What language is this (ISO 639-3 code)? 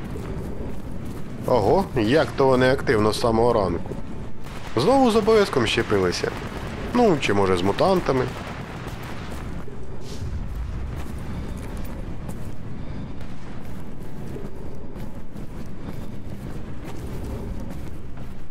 ukr